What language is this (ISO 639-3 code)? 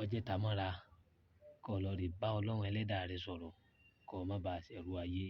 yor